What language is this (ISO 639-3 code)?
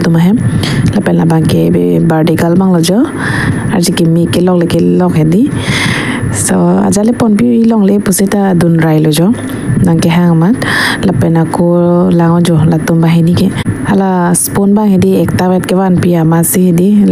mjw